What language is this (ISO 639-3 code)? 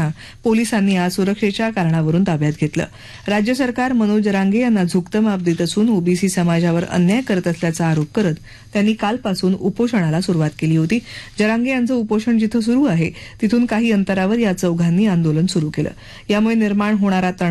mar